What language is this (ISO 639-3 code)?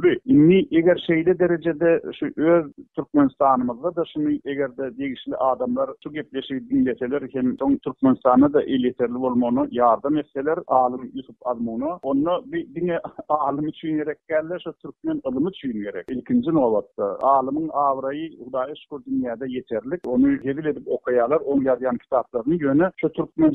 tuk